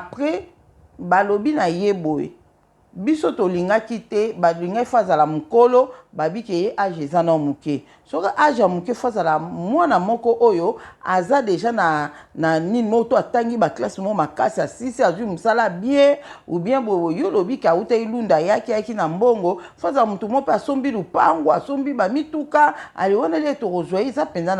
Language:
Lingala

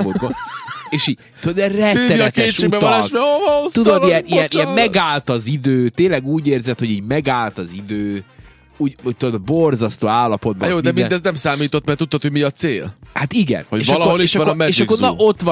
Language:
Hungarian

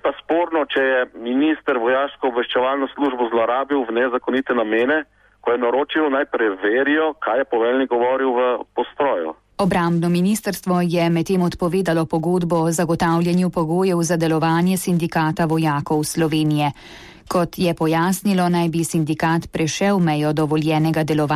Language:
Slovenian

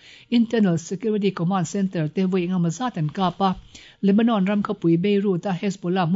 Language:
Mizo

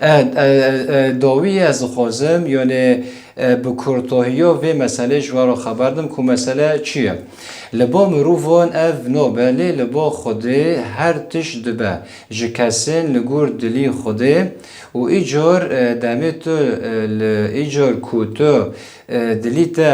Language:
Kurdish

